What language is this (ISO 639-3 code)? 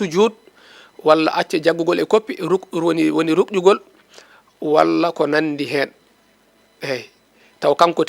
ful